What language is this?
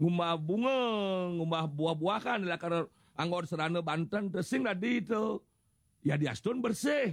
Balinese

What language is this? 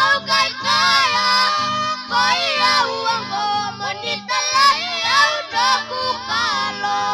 Fijian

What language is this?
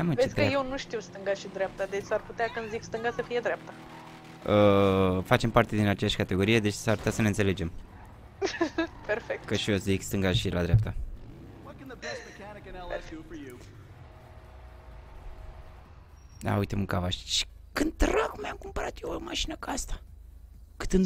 Romanian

